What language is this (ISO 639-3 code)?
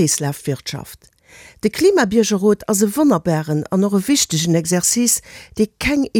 ltz